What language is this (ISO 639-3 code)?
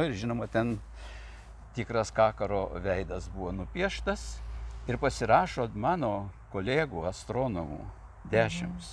lit